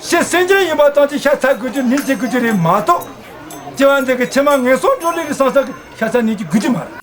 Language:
Tibetan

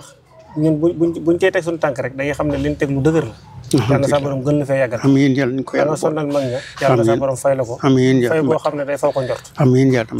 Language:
Wolof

